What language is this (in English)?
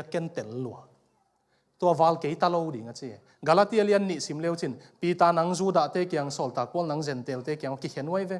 Tedim Chin